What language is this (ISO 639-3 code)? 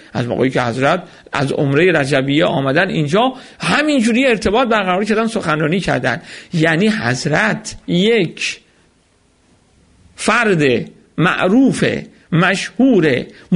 fas